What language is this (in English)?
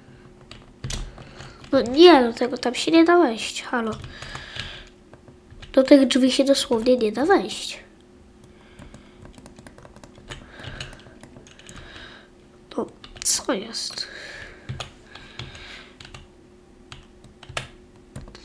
Polish